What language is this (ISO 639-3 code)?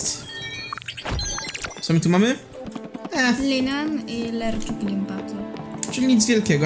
pol